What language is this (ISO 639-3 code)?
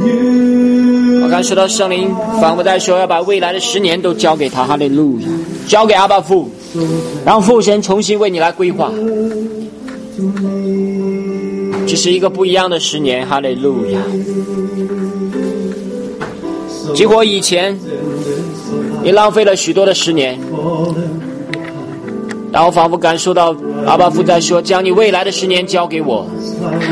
zho